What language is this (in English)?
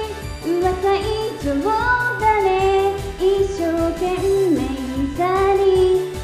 Japanese